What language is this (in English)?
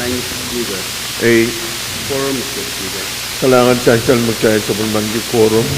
Pohnpeian